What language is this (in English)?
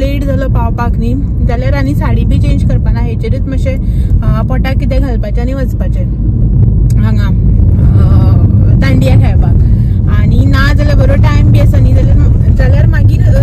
Konkani